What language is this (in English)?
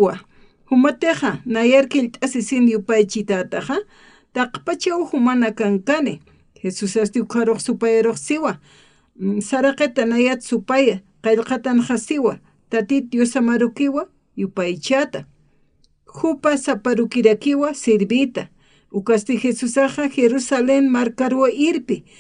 Aymara